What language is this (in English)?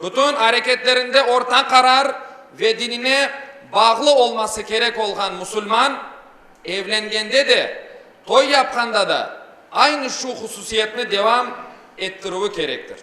Crimean Tatar